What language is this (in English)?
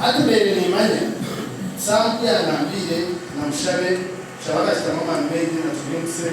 Nyankole